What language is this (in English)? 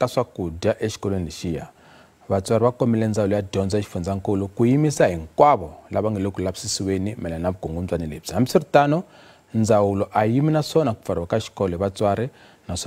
Tsonga